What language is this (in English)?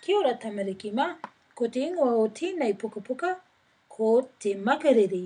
Māori